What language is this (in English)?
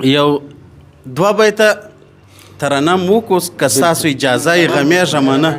Pashto